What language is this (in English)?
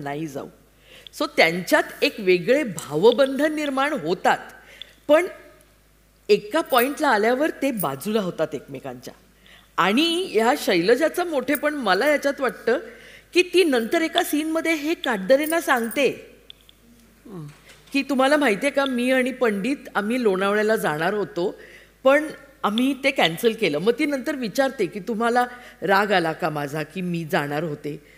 Marathi